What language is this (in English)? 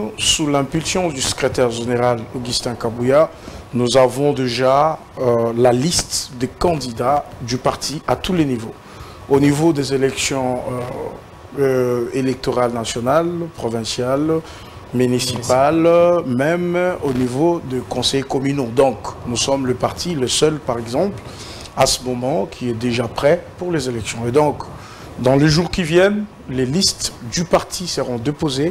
French